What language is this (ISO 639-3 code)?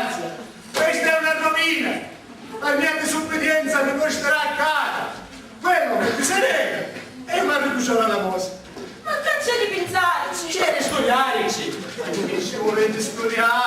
scn